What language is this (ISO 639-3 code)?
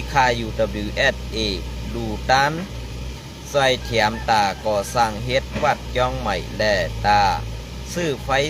shn